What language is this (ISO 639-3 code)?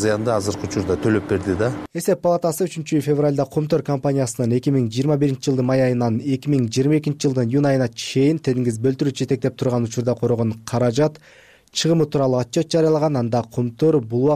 kir